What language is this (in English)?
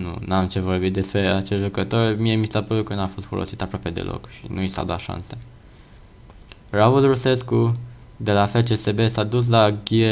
Romanian